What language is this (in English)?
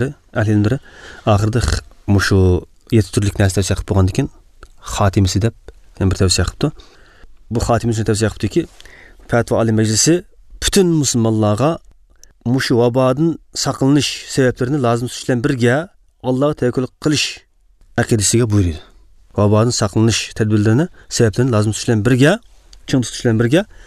Uyghur